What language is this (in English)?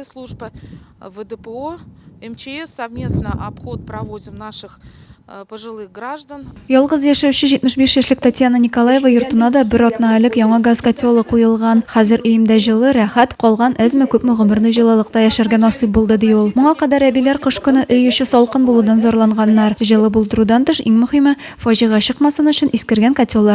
Tatar